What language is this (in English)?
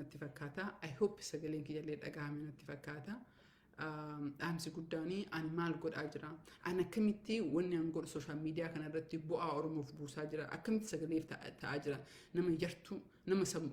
Oromo